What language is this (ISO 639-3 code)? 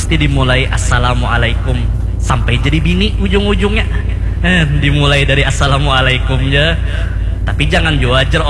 bjn